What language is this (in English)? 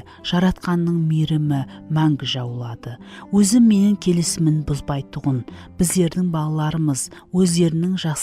Kara-Kalpak